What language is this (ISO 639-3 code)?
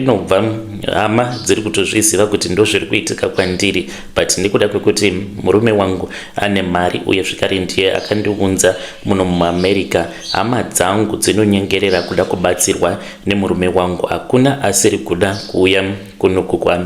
sna